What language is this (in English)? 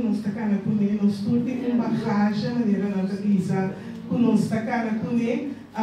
Papiamento